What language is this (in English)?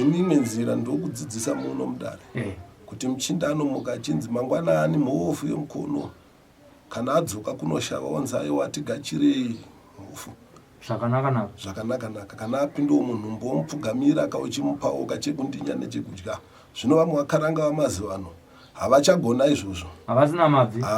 Shona